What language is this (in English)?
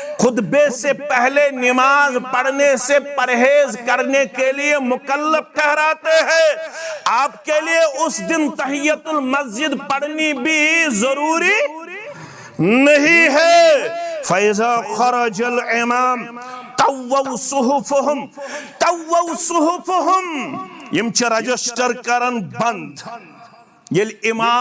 Kashmiri